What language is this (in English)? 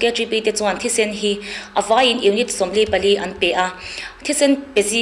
Mizo